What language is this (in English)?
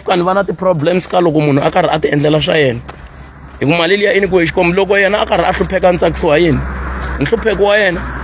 Tsonga